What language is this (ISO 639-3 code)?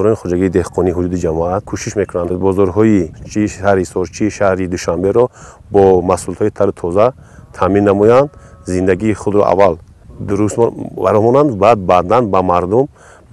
tgk